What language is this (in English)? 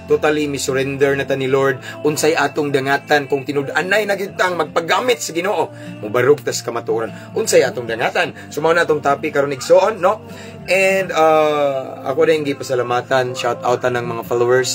Cebuano